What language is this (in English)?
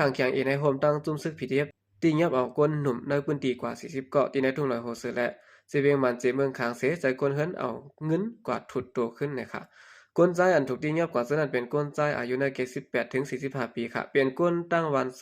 Shan